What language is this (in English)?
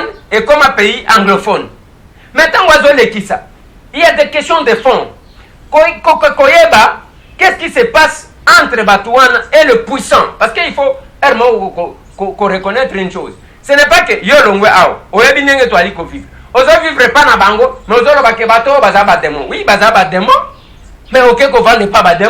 Lingala